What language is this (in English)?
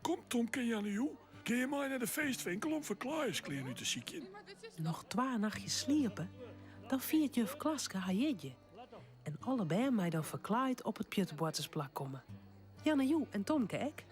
Western Frisian